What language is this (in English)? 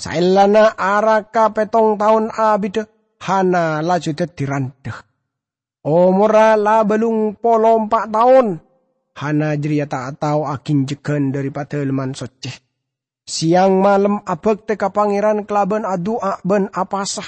Madurese